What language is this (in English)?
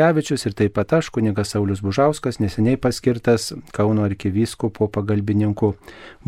Lithuanian